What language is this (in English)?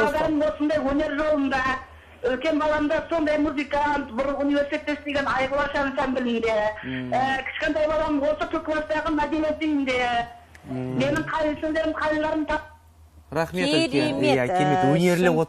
Kara-Kalpak